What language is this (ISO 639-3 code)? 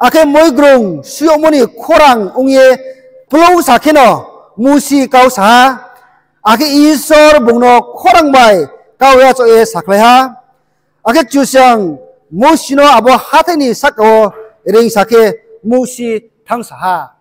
ria